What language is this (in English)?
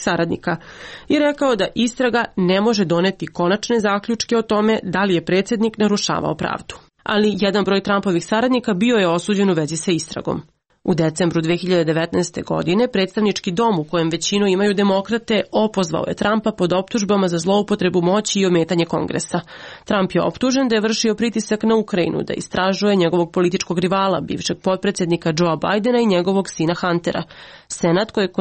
Serbian